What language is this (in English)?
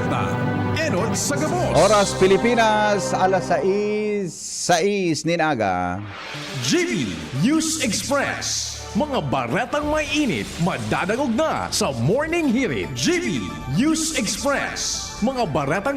Bikol